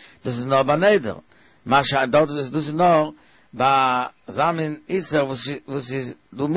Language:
Yiddish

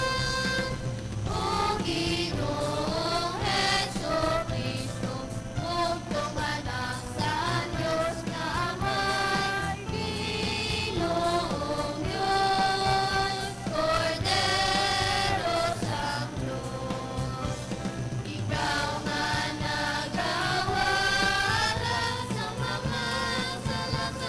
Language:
Hiligaynon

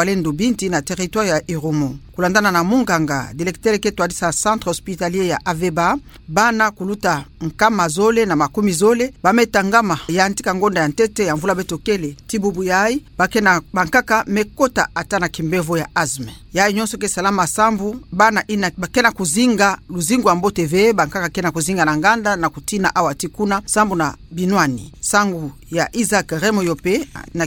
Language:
Kituba (Democratic Republic of Congo)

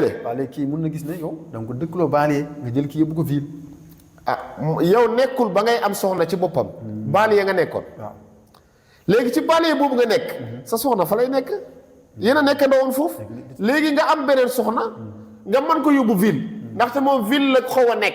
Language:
Wolof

